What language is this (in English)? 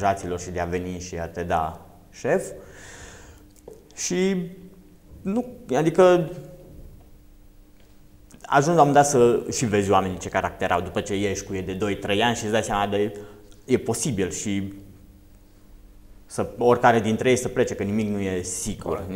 Romanian